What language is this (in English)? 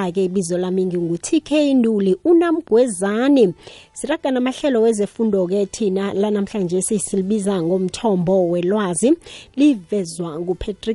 South Ndebele